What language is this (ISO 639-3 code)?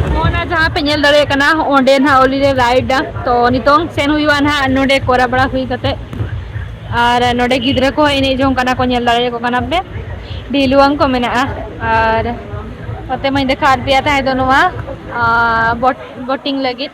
sat